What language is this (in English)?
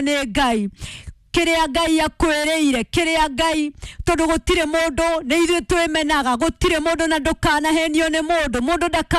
Kikuyu